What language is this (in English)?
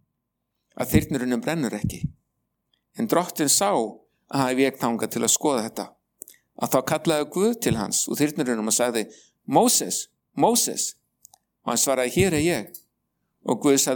Icelandic